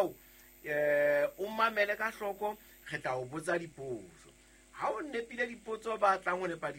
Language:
Southern Sotho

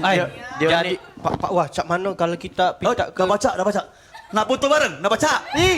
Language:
Musi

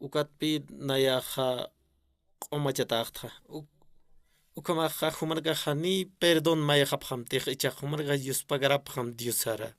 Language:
Aymara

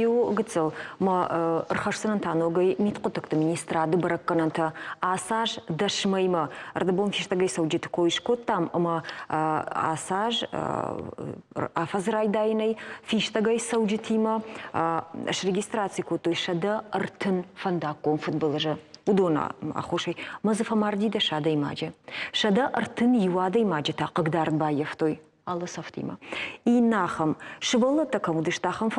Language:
Ossetic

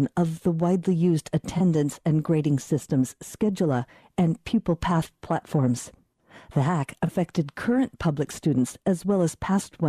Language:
English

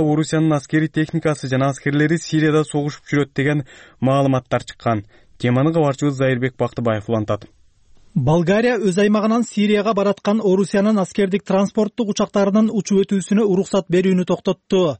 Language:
Kyrgyz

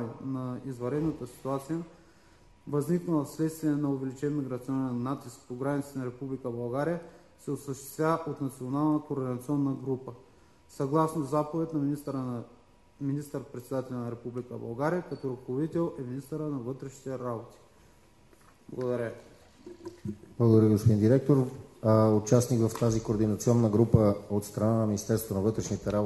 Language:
Bulgarian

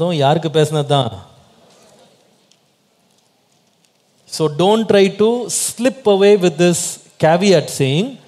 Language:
Tamil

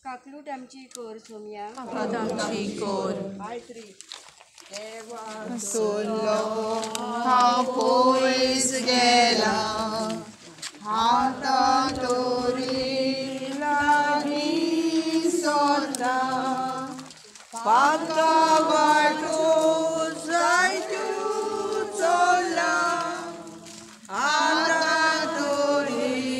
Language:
Konkani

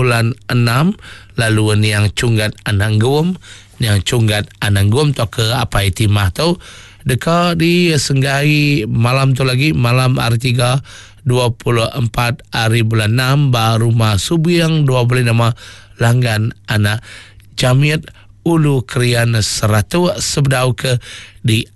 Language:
Iban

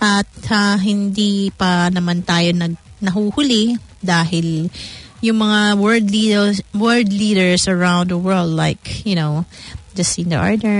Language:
Filipino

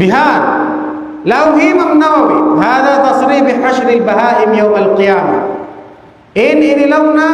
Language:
Tausug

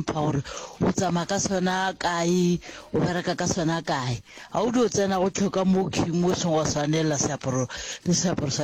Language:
Northern Sotho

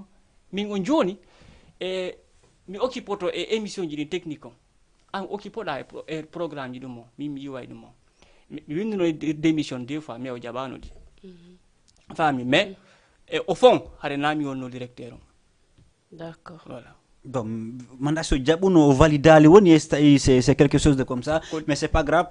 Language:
Fula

